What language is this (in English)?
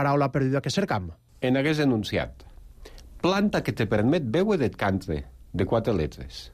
Catalan